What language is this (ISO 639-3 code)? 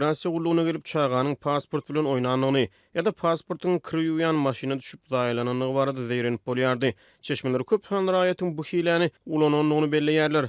tuk